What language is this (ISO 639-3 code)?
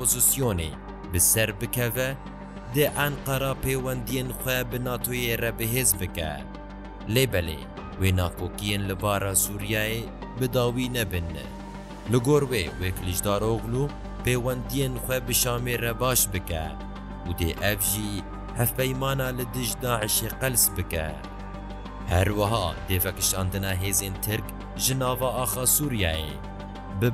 kur